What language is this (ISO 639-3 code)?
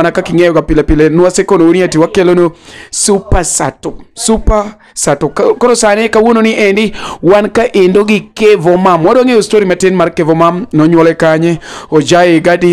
luo